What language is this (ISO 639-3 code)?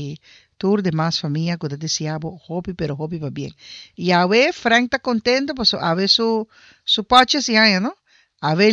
pap